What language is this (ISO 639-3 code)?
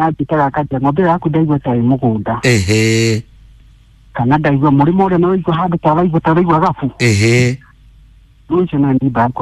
kik